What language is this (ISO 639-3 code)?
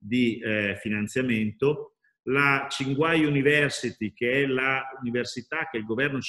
ita